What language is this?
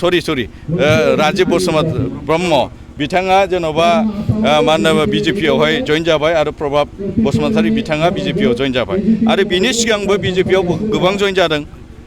Bodo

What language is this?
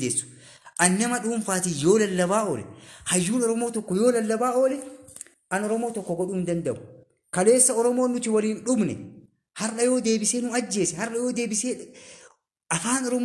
Oromo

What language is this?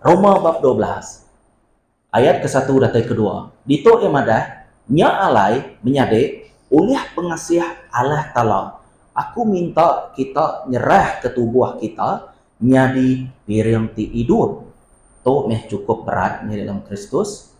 Iban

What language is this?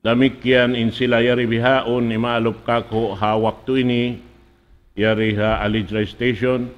Tausug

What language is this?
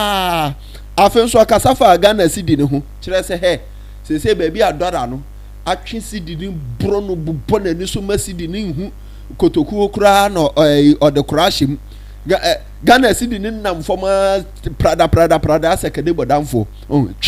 Akan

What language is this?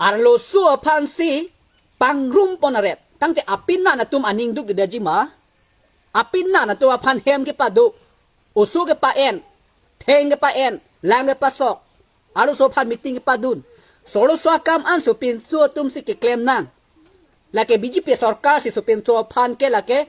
Karbi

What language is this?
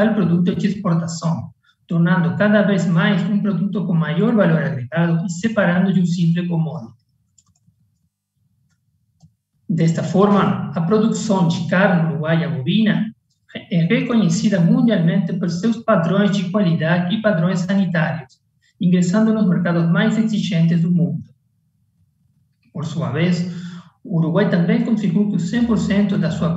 Portuguese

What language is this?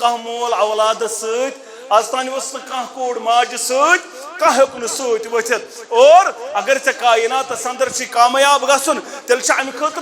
Kashmiri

